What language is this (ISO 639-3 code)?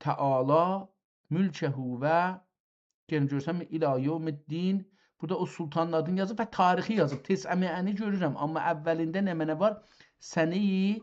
azb